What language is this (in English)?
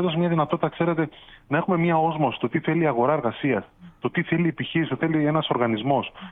Greek